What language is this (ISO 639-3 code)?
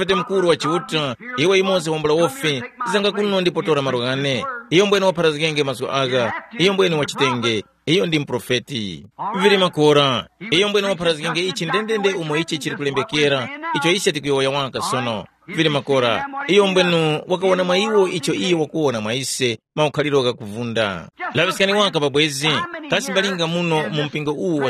tum